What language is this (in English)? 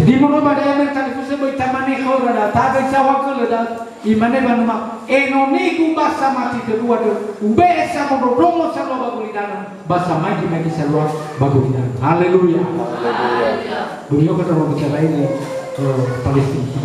Nias